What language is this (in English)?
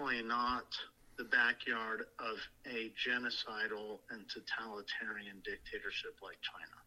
Uyghur